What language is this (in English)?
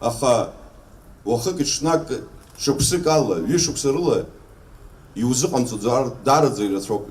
Abkhazian